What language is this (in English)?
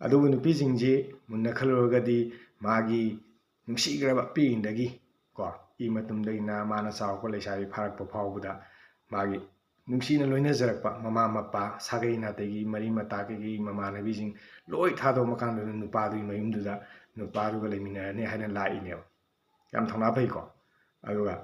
Manipuri